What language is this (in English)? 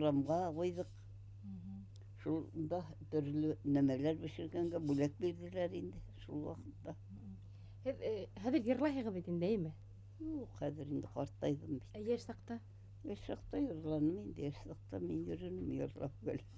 Bashkir